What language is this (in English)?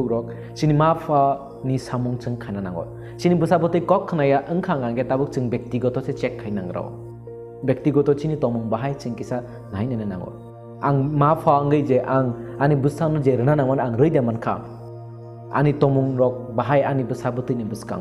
Kok Borok